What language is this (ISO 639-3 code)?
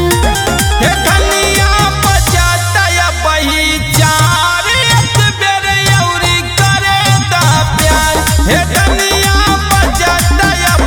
bho